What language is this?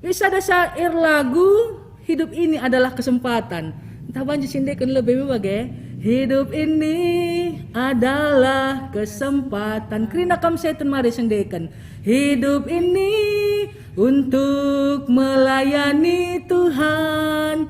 Batak Karo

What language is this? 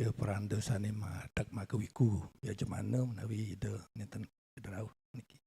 Balinese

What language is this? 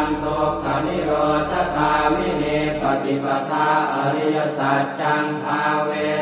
Pali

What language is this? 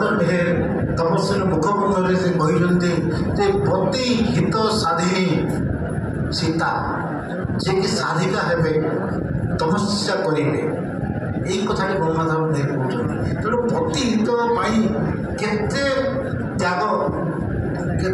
Odia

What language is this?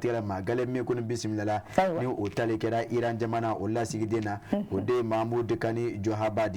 Bambara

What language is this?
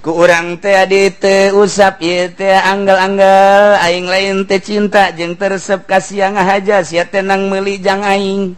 Sundanese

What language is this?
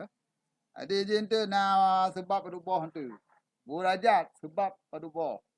Achinese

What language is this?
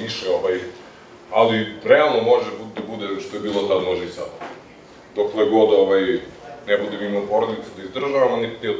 Serbian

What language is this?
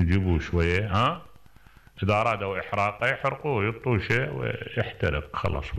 Mesopotamian Arabic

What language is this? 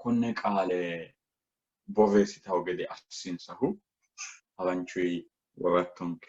Sidamo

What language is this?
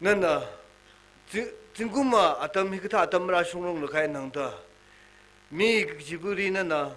Tangkhul Naga (India)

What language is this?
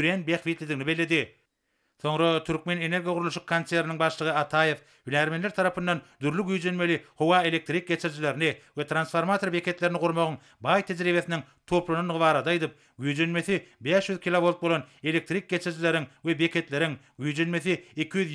Turkmen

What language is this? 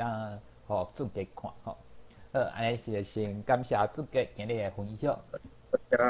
Min Nan Chinese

